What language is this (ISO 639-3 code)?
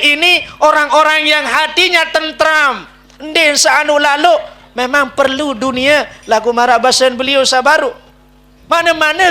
sas